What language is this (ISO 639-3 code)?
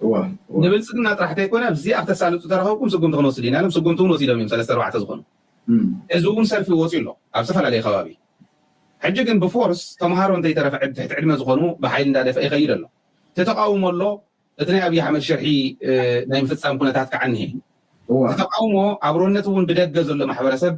tir